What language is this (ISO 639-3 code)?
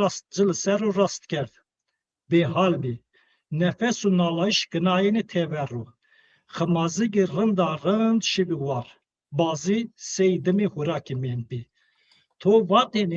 zza